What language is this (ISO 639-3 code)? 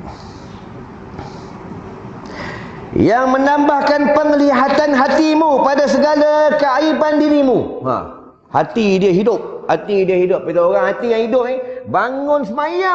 msa